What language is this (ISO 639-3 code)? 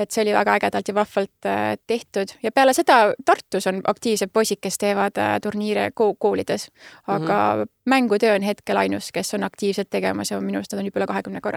est